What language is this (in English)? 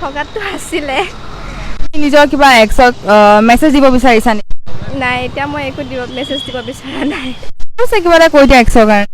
Assamese